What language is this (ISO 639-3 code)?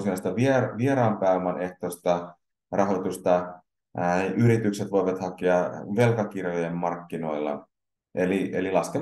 fin